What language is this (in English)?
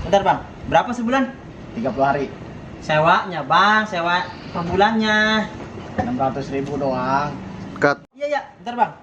Betawi